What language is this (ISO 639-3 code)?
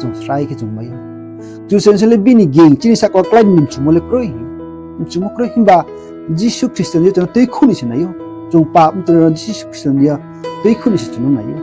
ria